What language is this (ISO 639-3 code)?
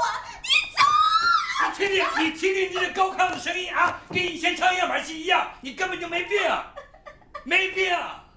zho